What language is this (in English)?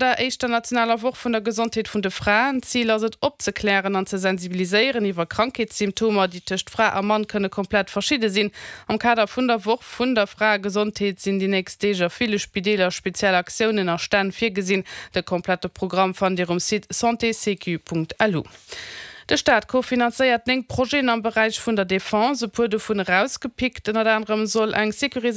Luxembourgish